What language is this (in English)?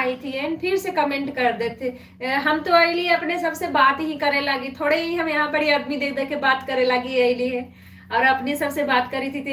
Magahi